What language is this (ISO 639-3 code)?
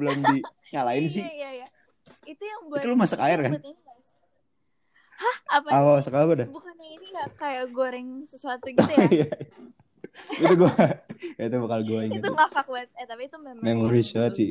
ind